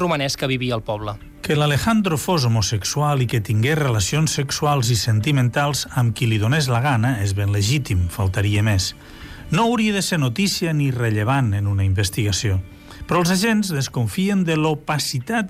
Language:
Catalan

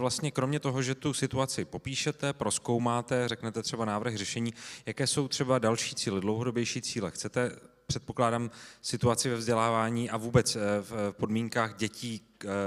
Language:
Czech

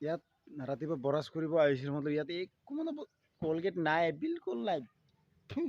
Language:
Assamese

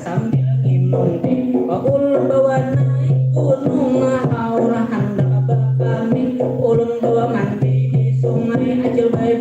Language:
Banjar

